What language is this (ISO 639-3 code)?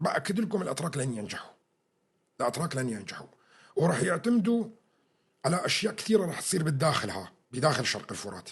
apc